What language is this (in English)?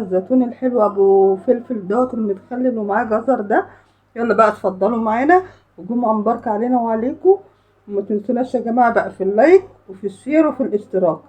Egyptian Arabic